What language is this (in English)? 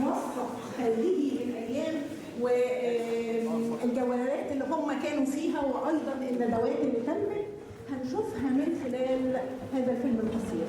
Egyptian Arabic